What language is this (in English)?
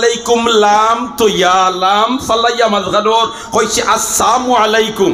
Sylheti